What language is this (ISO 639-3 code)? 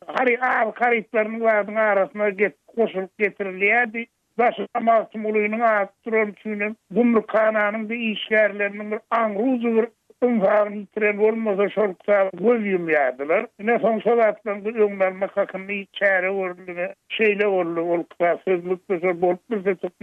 tuk